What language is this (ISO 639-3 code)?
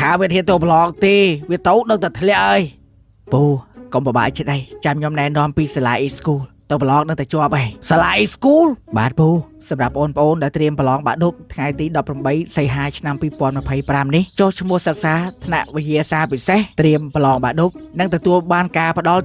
khm